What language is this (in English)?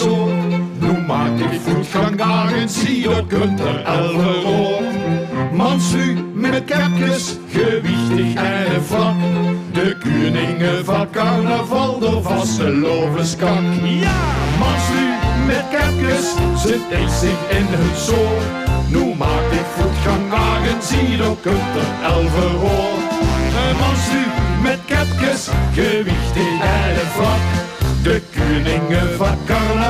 Limburgish